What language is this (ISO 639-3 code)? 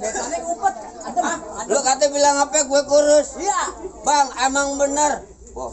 bew